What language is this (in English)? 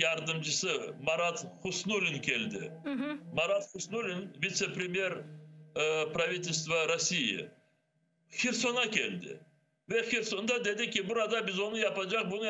Crimean Tatar